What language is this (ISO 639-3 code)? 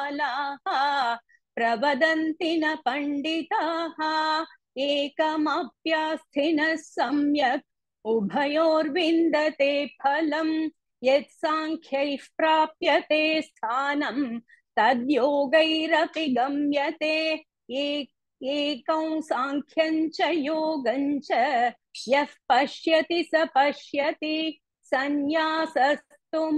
san